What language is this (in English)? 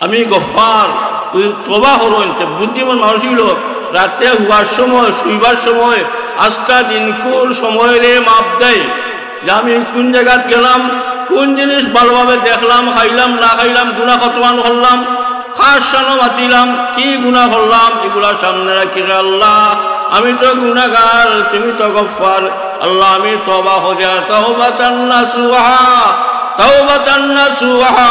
Sylheti